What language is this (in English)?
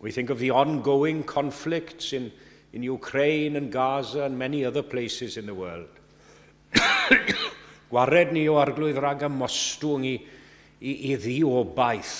Welsh